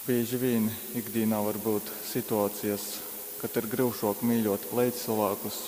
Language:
Latgalian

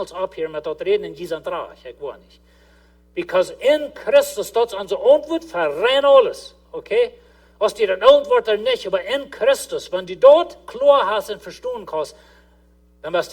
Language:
Plautdietsch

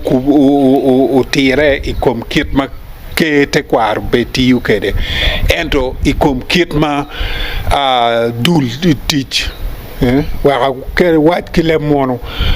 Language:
Acoli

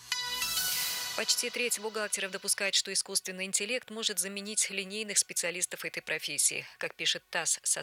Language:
Russian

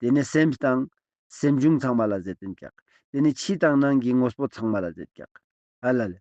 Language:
Ladakhi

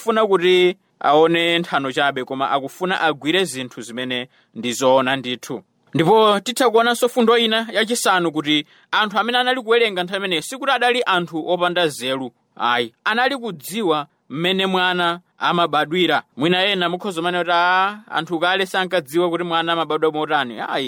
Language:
Nyanja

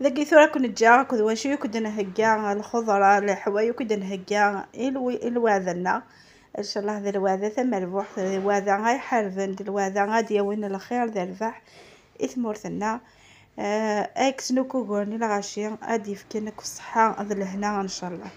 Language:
Kabyle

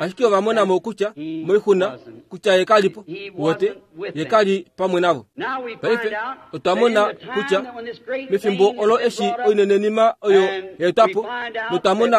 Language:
Kuanyama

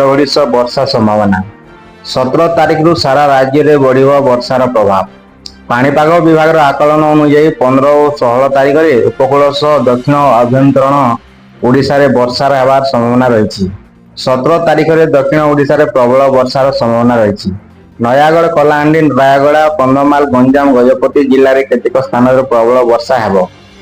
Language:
Odia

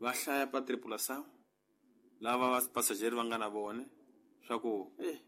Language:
Tsonga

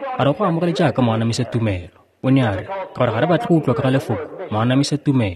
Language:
Tswana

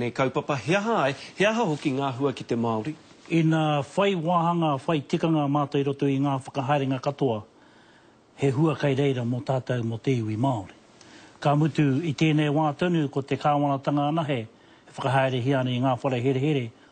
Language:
Māori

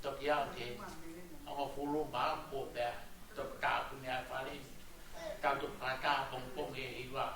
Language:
Tongan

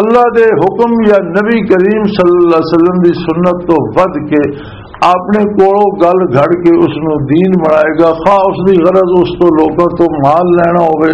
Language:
Western Panjabi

